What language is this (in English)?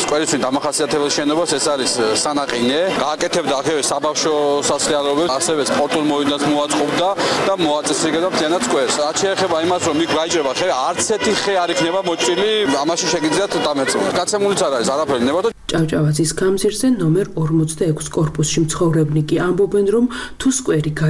Georgian